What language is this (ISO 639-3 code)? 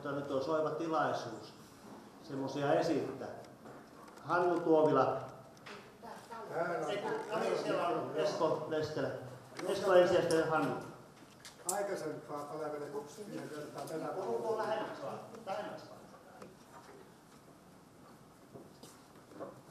fin